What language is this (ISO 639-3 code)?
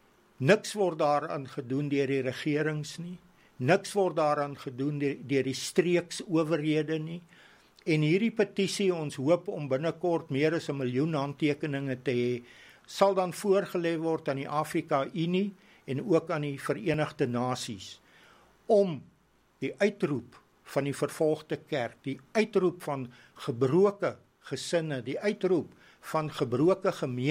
afr